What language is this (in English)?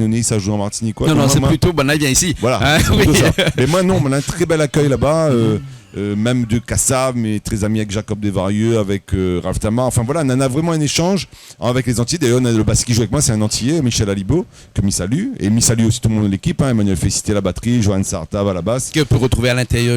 Réunion Creole French